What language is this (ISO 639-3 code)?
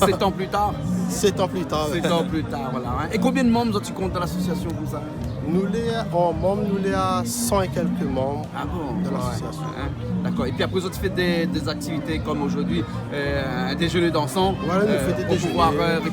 rcf